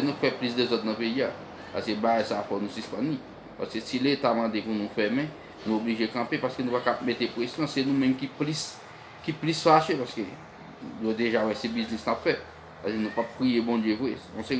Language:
Haitian Creole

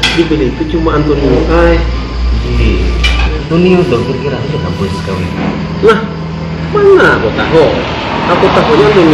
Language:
Banjar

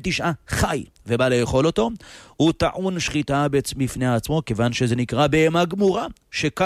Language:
Hebrew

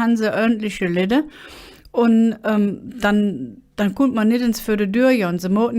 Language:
Colognian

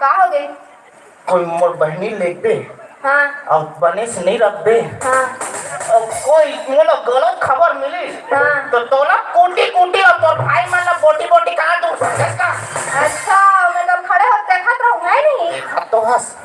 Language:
Chhattisgarhi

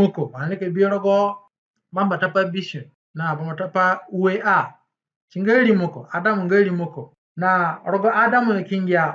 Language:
Zande (individual language)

